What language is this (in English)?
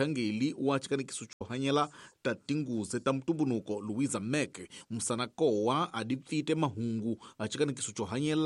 Tsonga